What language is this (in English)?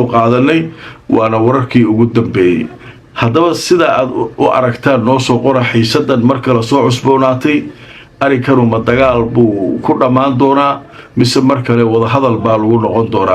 Somali